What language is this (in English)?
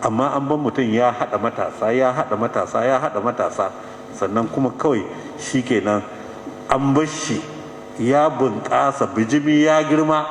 Hausa